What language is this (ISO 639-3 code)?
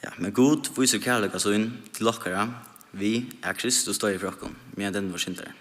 fao